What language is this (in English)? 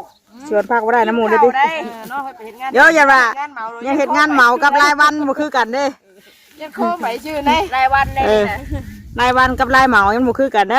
Northeastern Thai